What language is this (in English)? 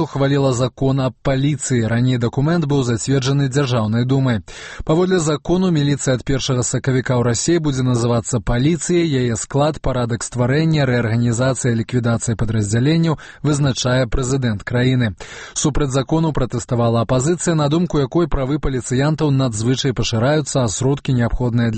Belarusian